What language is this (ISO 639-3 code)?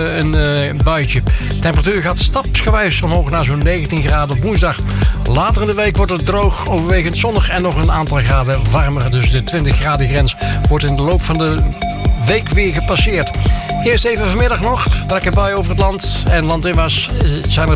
nld